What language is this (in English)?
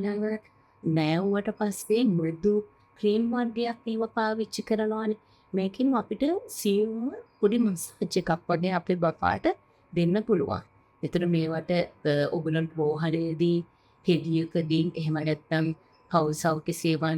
Sinhala